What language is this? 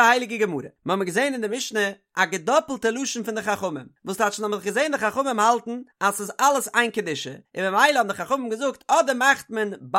Yiddish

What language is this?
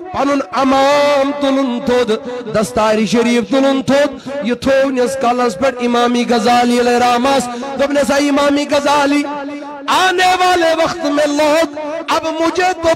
Kashmiri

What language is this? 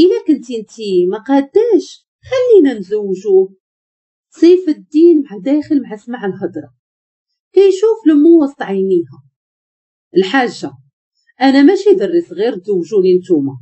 Moroccan Arabic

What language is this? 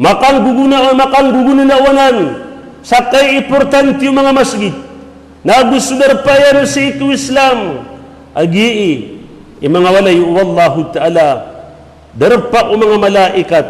Maranao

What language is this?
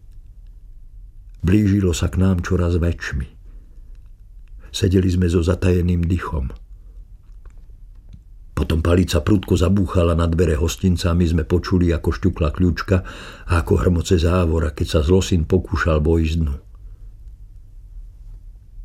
Slovak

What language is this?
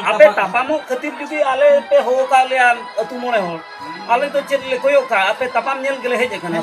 Santali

